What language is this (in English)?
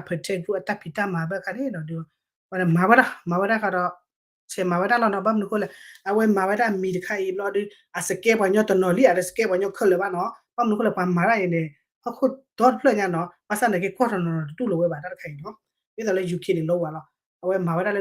S'gaw Karen